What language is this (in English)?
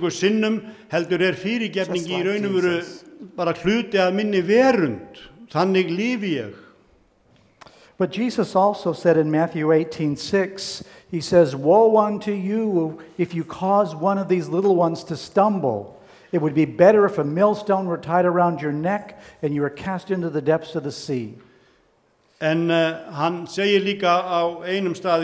Icelandic